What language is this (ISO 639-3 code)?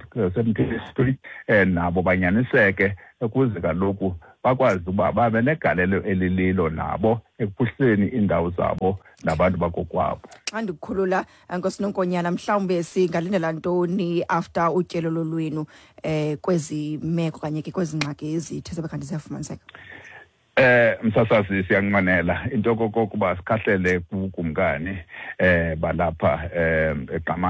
xho